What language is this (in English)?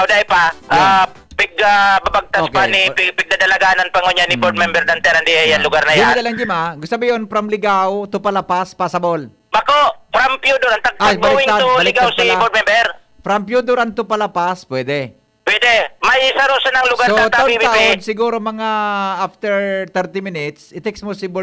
Bikol